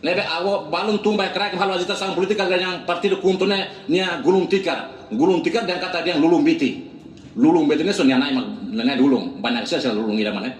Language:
Tetum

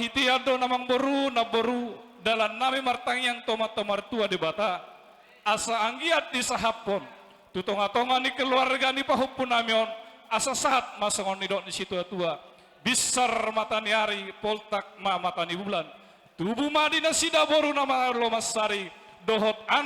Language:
Batak Toba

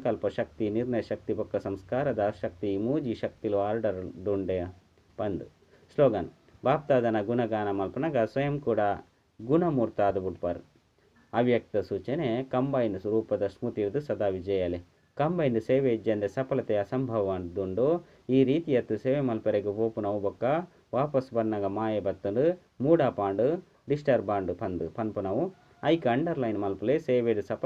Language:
Tulu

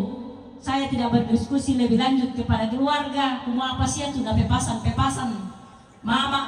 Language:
Toraja-Sa'dan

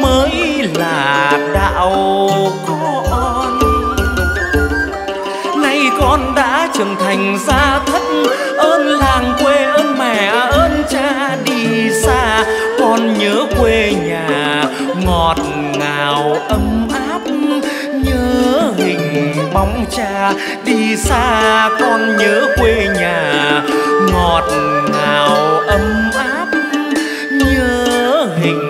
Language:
Vietnamese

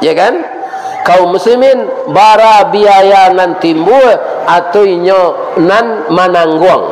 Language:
Minangkabau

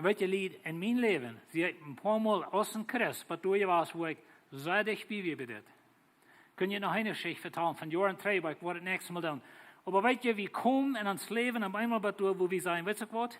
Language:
Plautdietsch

